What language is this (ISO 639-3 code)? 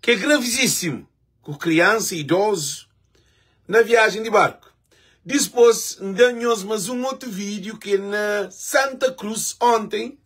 kea